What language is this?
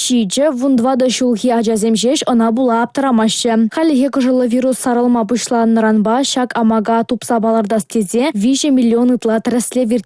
Chuvash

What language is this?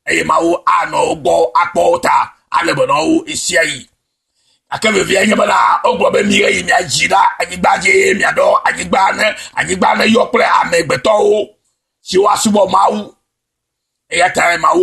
Ewe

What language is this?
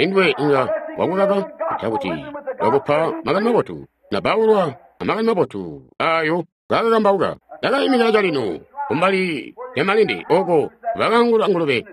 Tonga (Zambia)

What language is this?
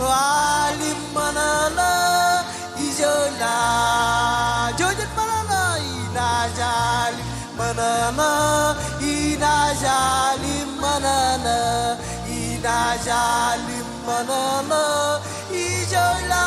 Marshallese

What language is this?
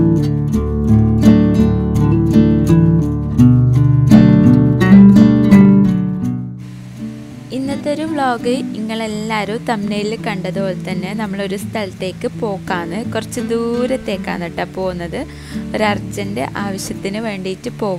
Malayalam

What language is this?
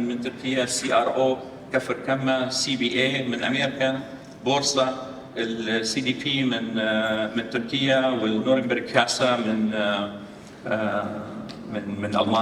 North Levantine Arabic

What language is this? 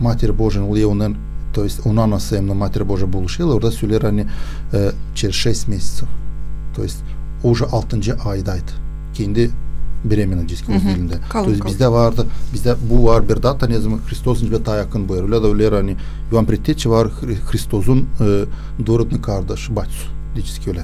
Gagauz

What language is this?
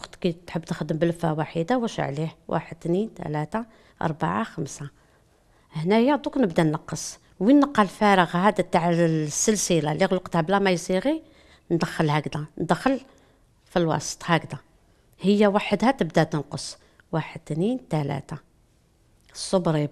Algerian Arabic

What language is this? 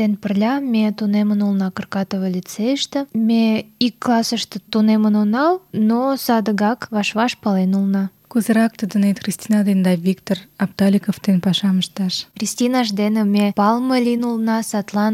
Mari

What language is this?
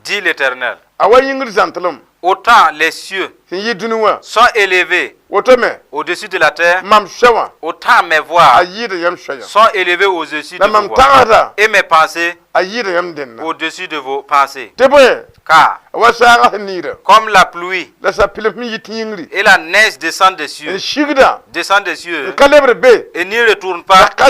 Mossi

